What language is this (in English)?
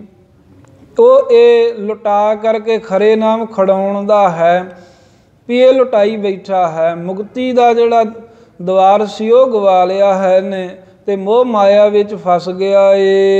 Punjabi